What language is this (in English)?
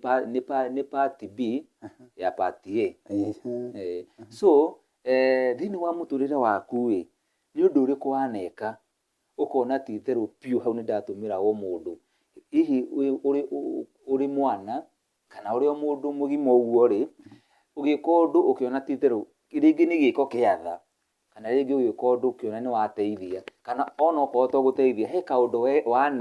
Kikuyu